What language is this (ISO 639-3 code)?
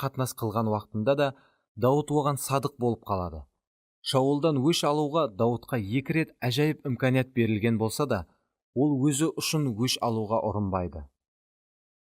kaa